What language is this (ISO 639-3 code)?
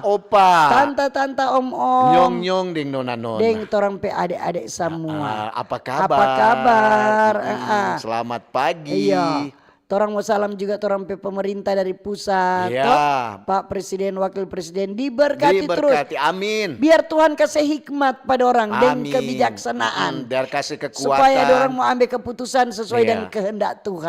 xmm